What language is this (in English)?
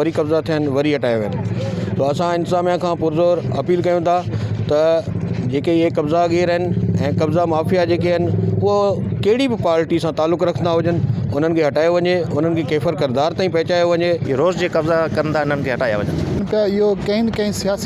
Sindhi